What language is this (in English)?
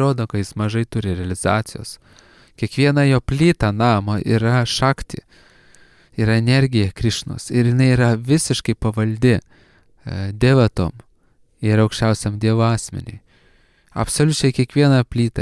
Lithuanian